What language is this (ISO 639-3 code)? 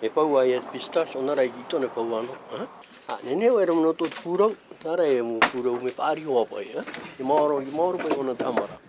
tah